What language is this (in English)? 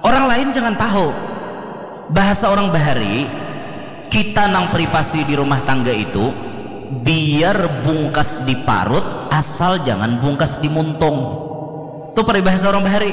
Banjar